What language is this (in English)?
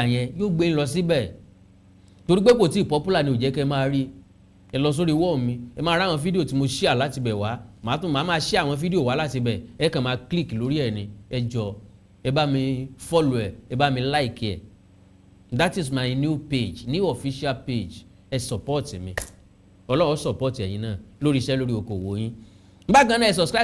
Yoruba